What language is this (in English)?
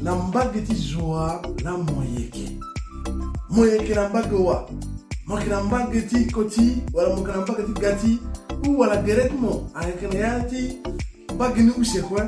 Sango